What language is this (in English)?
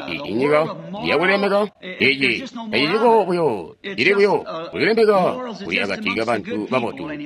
Tonga (Zambia)